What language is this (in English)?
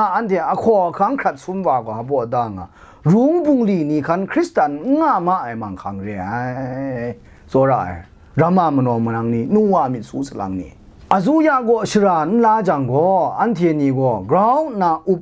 Kachin